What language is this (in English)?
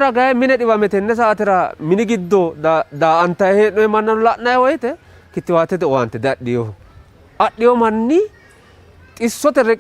Sidamo